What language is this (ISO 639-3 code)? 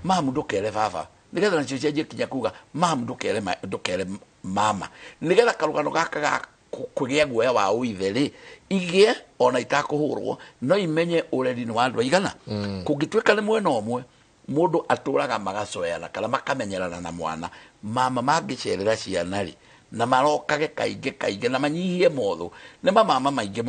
kik